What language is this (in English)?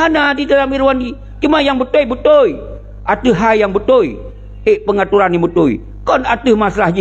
Achinese